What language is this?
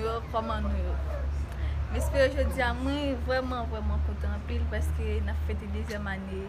Haitian Creole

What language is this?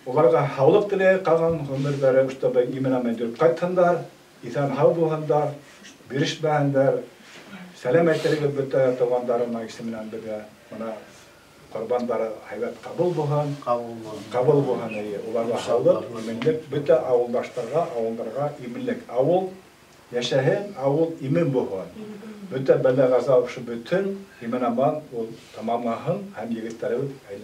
Bashkir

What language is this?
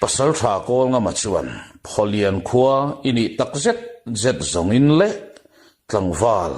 Mizo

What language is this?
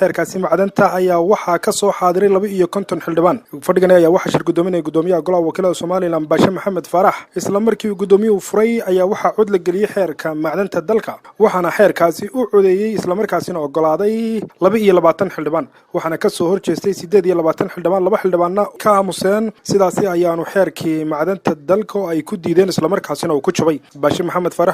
Somali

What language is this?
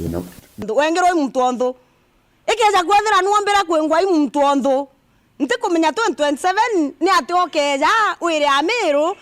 Meru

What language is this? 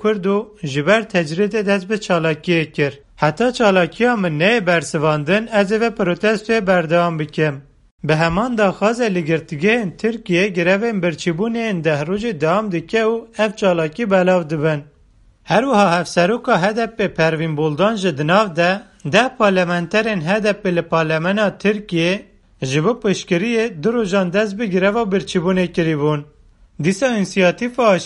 Kurdish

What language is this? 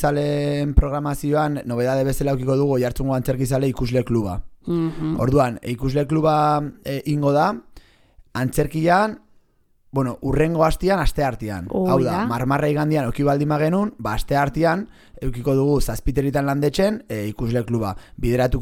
Basque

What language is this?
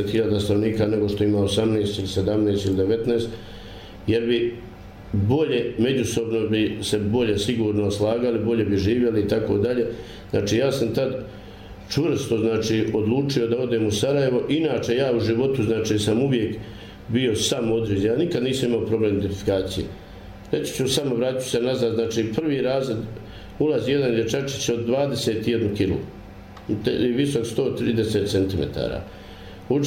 Bosnian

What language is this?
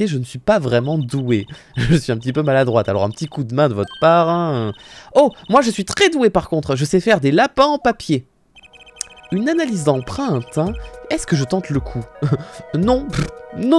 French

